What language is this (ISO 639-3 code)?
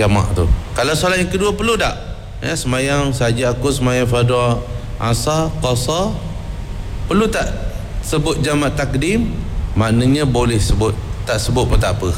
msa